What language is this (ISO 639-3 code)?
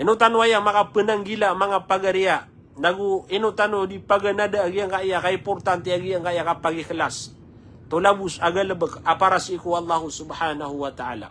mrw